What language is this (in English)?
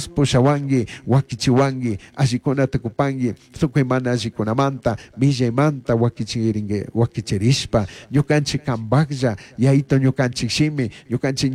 Chimborazo Highland Quichua